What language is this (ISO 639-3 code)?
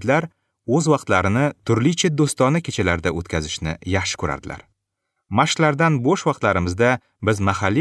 uzb